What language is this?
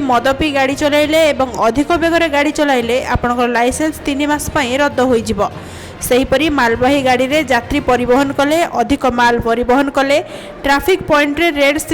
Odia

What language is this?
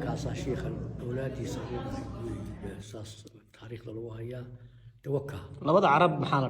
Somali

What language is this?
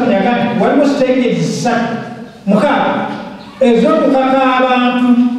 Ganda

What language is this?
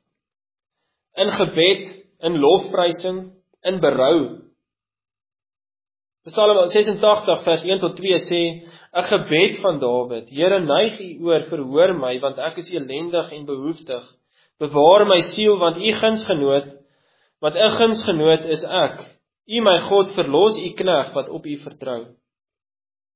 Afrikaans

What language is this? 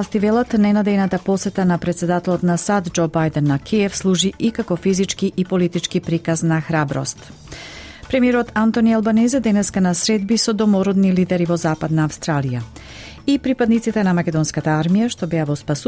Macedonian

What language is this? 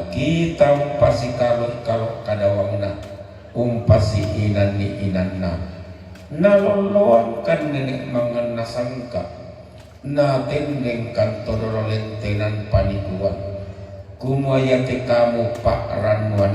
Toraja-Sa'dan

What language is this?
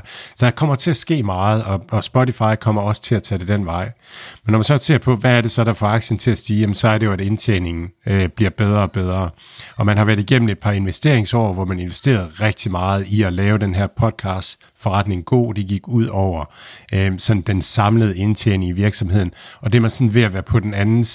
Danish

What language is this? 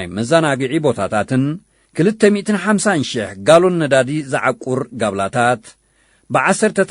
Tigrinya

